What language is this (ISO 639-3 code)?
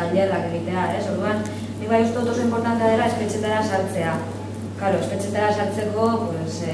eus